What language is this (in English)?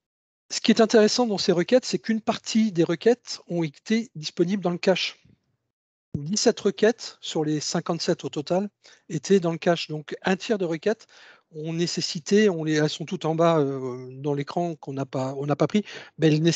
French